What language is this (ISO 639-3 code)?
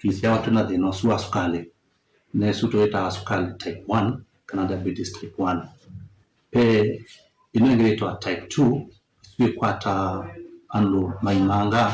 kam